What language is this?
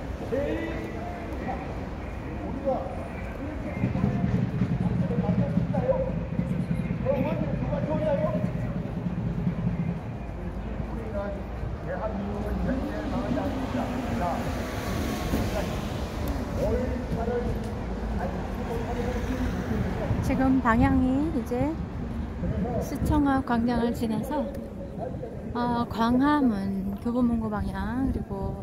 Korean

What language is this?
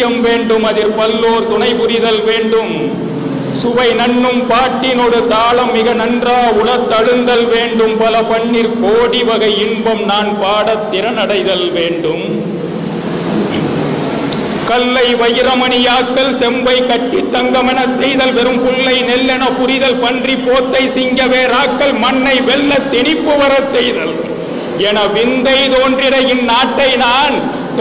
Tamil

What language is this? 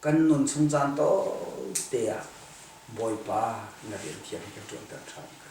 Hakha Chin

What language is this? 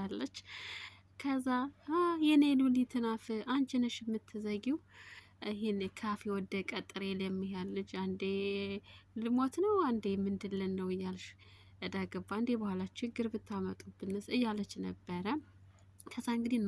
Amharic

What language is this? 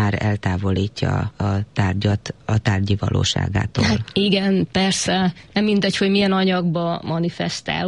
Hungarian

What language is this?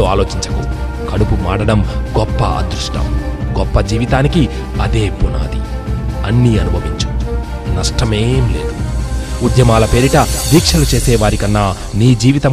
Telugu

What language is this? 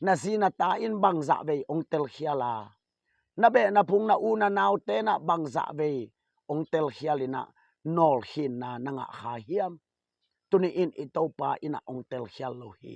Tedim Chin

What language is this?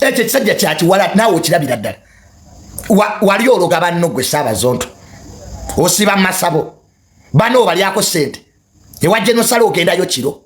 Ganda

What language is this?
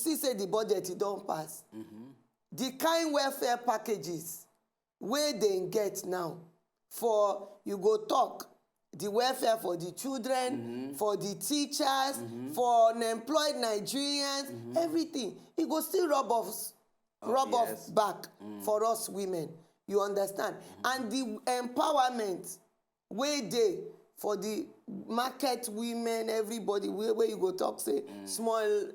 Nigerian Pidgin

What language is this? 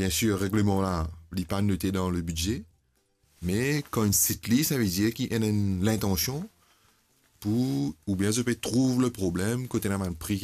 Morisyen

